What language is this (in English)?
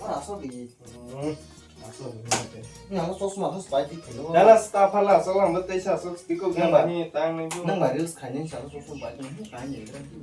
Kok Borok